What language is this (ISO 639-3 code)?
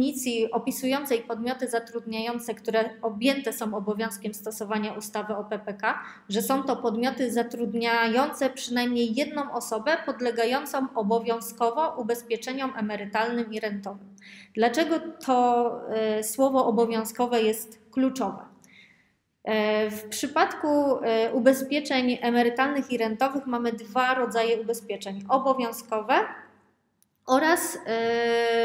pol